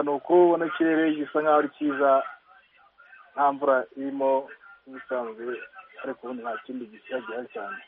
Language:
Kinyarwanda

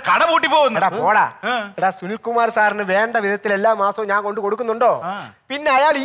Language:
Malayalam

